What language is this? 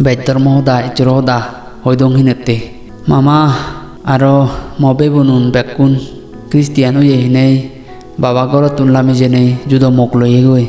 Chakma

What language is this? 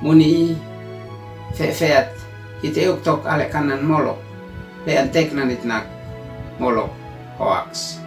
Uab Meto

